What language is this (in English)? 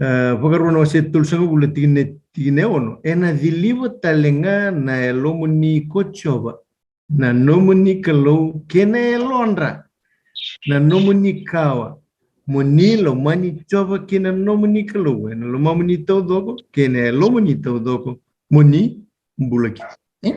Fijian